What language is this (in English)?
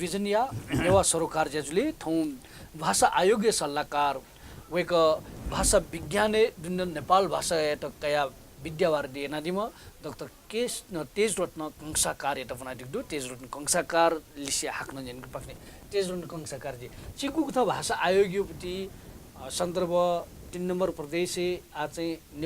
Newari